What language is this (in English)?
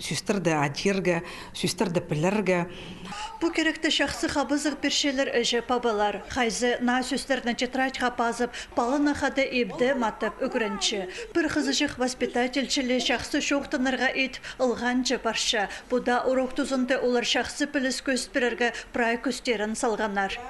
Khakas